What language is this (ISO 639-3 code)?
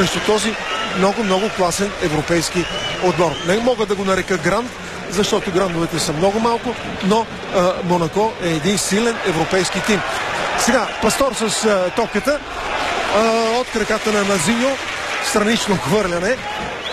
bul